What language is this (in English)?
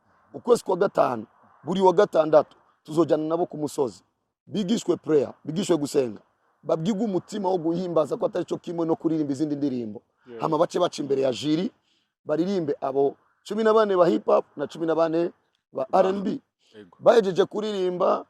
Rundi